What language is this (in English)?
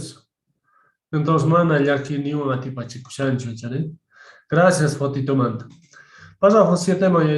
Quechua